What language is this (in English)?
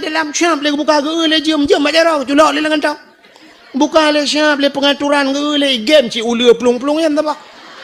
Achinese